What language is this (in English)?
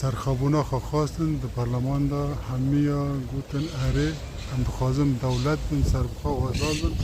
Kurdish